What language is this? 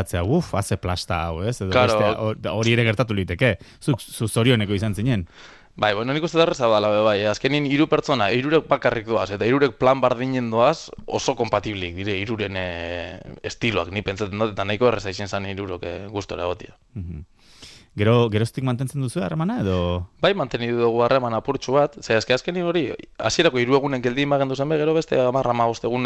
Basque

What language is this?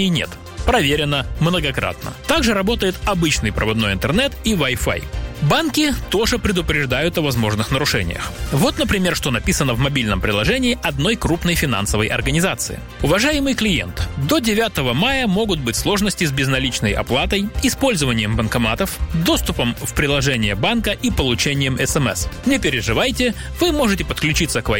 Russian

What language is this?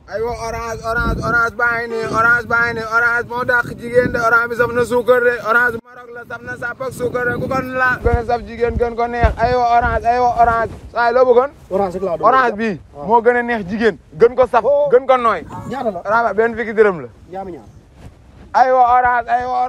Wolof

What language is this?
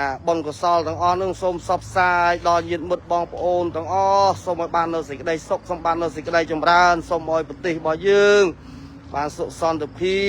Khmer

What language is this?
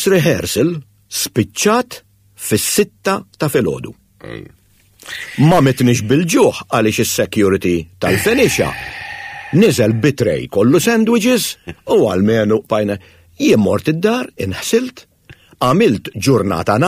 Maltese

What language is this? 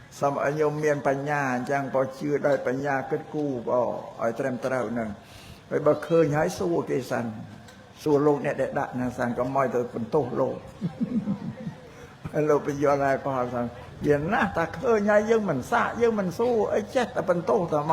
Khmer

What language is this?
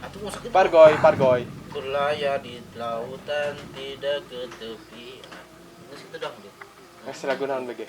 Sundanese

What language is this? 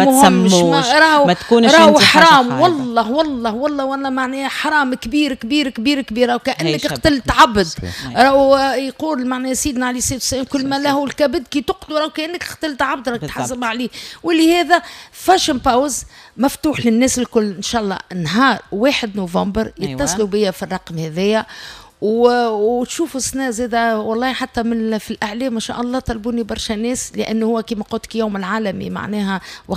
Tunisian Arabic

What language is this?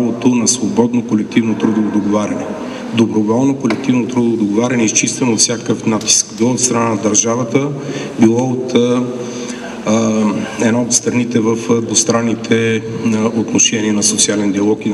Bulgarian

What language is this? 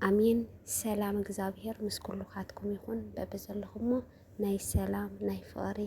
Tigrinya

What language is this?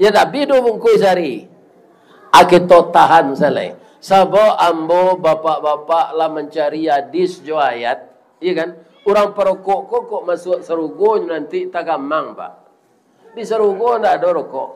Minangkabau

